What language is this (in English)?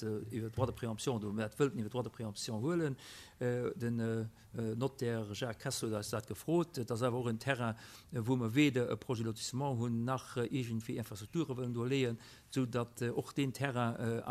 Luxembourgish